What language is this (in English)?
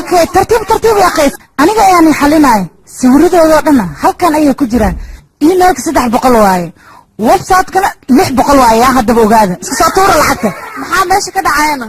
Somali